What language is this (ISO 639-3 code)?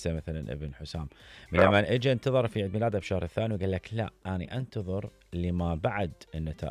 acm